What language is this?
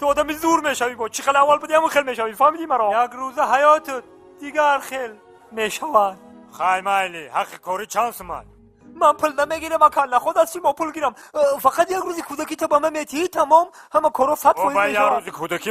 Tajik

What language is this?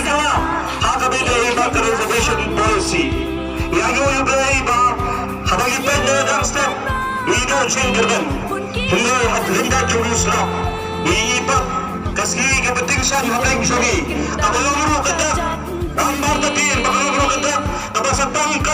Khasi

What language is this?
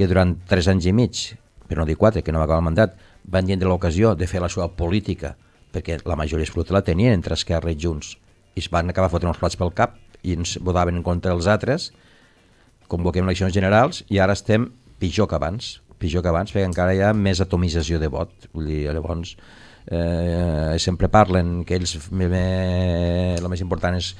Catalan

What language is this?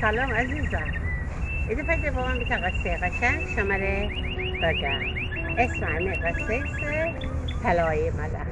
Gilaki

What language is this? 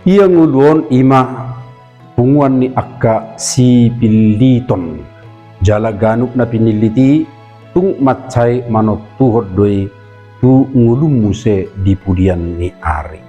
Batak Toba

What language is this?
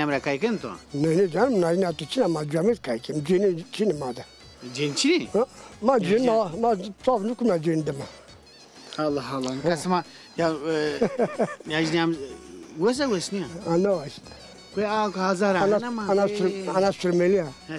Zaza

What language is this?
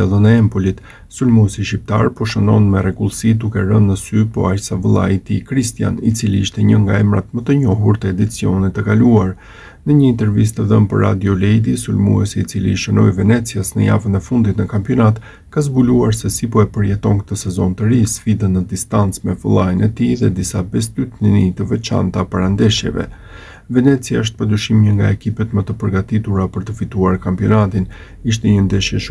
Albanian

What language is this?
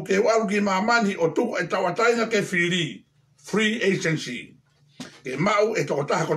Tongan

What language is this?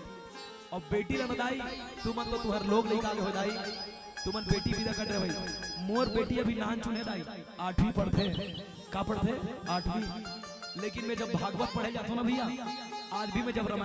Chhattisgarhi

